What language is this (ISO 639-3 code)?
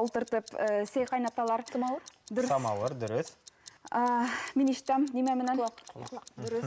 bak